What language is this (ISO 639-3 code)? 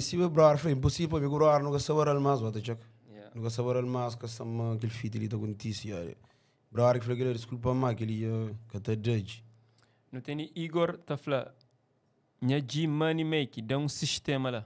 kea